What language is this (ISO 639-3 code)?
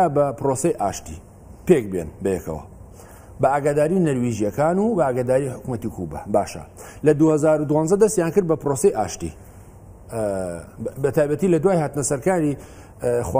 ckb